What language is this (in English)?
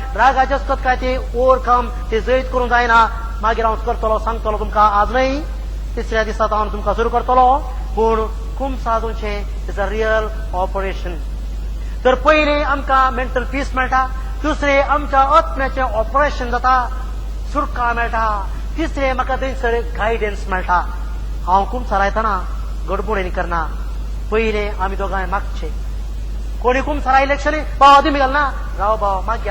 Konkani